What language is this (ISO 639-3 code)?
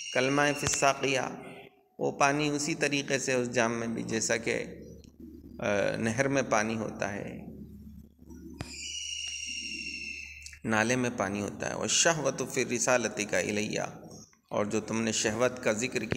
urd